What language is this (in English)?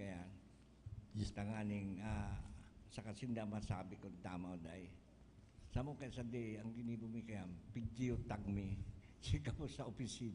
Bikol